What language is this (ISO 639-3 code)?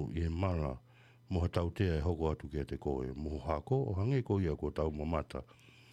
ton